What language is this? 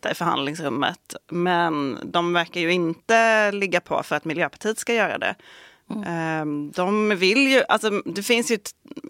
Swedish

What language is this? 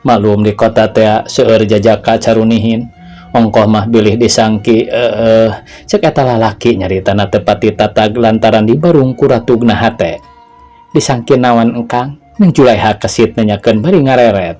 Sundanese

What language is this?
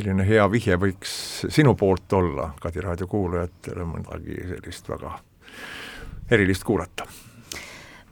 Estonian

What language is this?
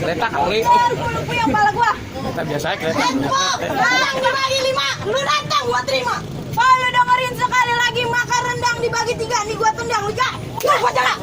Betawi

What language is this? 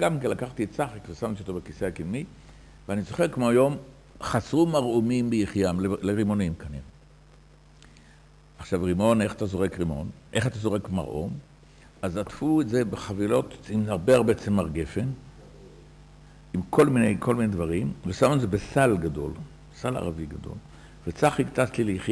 Hebrew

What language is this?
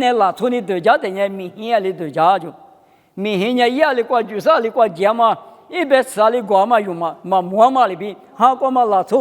Lisu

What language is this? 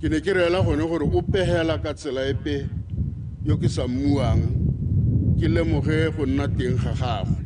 Tswana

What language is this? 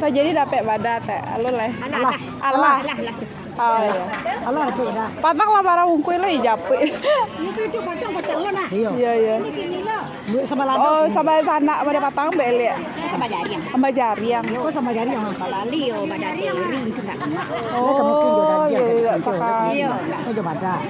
Minangkabau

